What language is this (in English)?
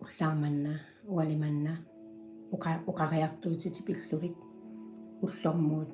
Kalaallisut